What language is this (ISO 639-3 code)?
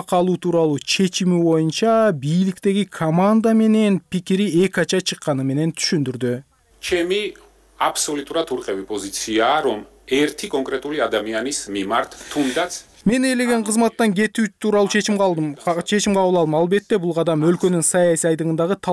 kir